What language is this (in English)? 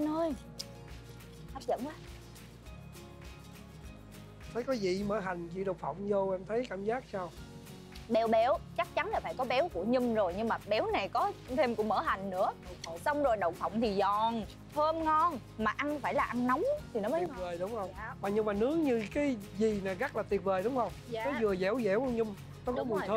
Vietnamese